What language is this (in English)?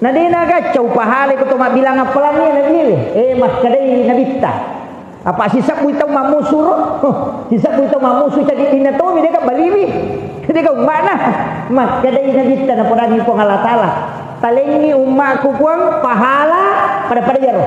Buginese